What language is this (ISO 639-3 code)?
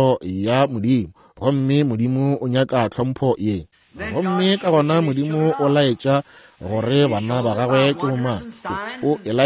nso